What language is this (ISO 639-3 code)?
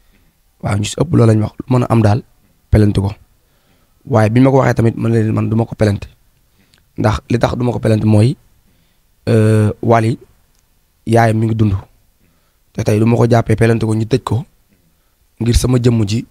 wol